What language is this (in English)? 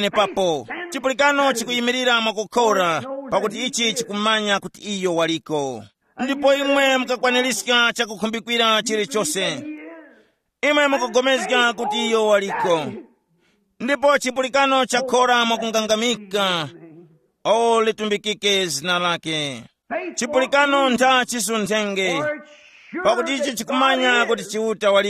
Tumbuka